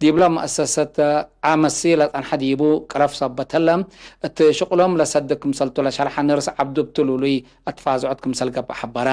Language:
Tigre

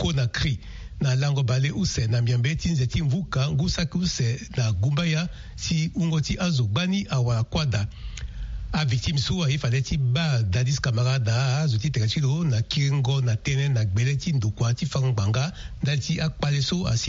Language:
Sango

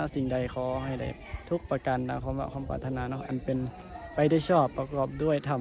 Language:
Northeastern Thai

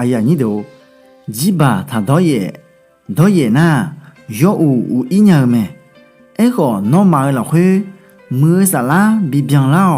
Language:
Akha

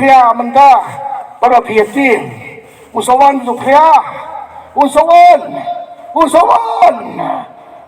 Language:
Khasi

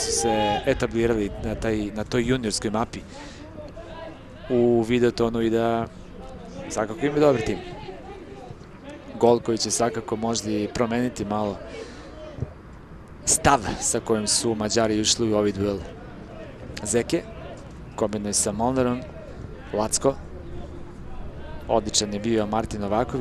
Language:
Serbian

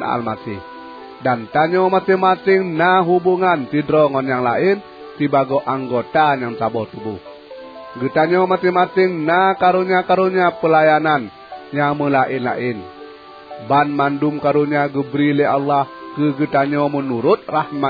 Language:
Achinese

